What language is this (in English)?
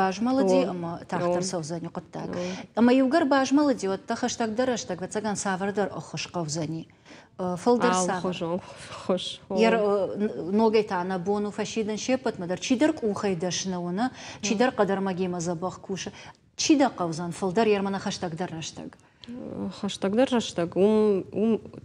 Ossetic